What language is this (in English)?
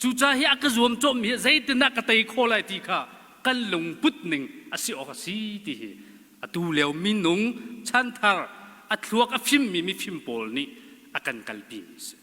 Hakha Chin